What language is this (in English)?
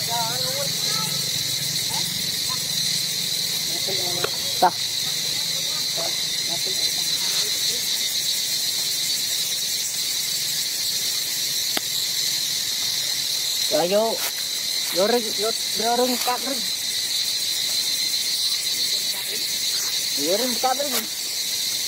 Vietnamese